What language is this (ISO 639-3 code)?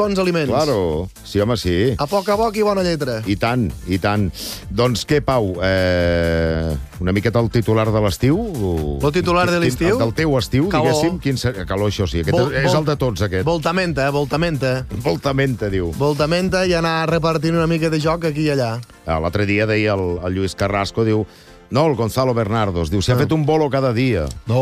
cat